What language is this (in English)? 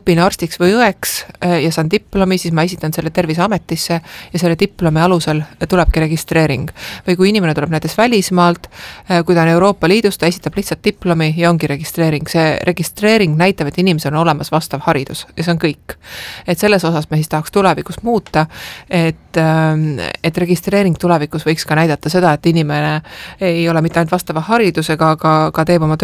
Estonian